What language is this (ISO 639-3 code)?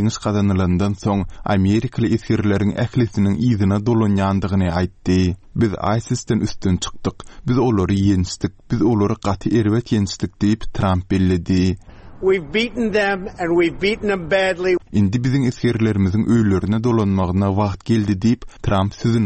tuk